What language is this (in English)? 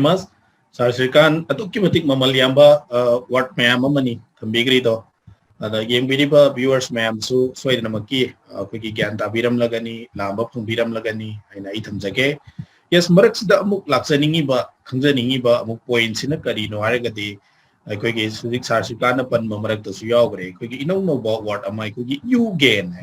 Manipuri